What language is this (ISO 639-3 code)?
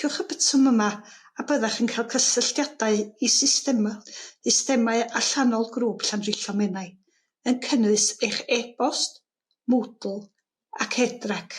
cym